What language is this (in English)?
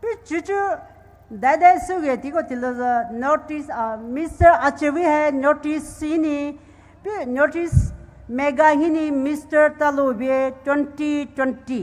Poumei Naga